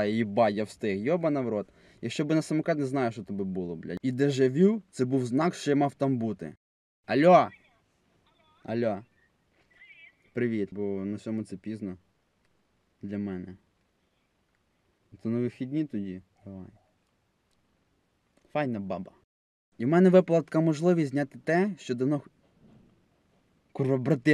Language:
Ukrainian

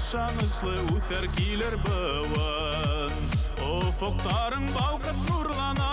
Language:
Bashkir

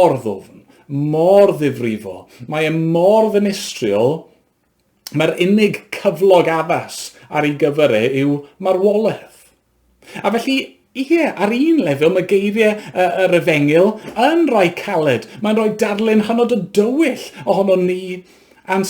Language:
Welsh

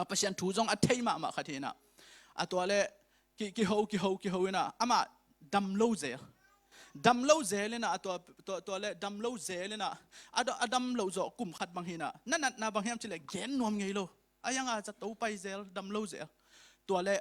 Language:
Tedim Chin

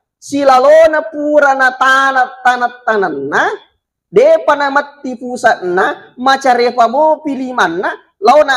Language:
Buginese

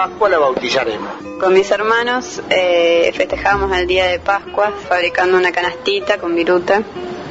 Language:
Spanish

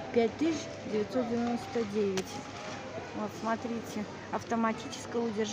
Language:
Russian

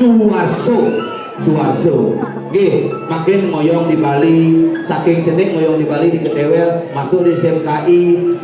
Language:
Balinese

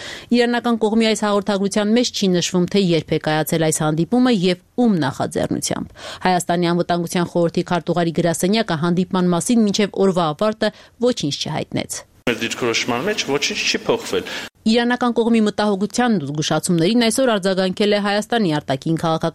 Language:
Armenian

